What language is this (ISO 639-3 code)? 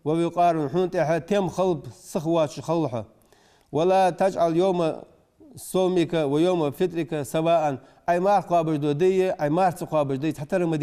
inh